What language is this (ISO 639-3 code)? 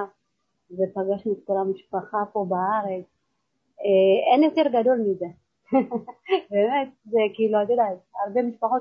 heb